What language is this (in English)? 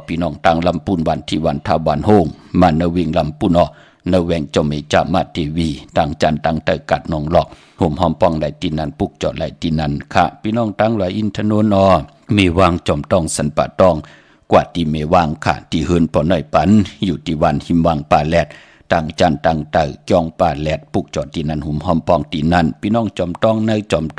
Shan